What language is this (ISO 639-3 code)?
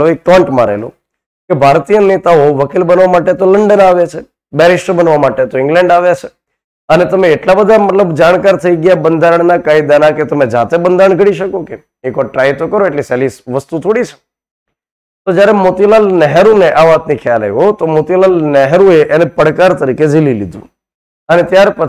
guj